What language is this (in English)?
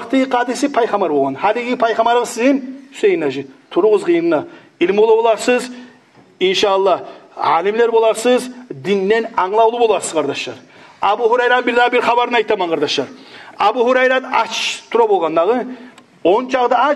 Kumyk